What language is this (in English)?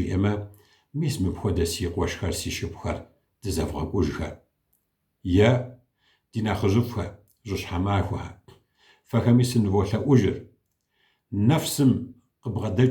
Kabardian